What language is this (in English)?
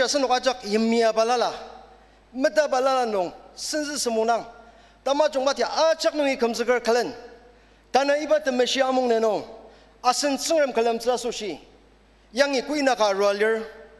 Ao Naga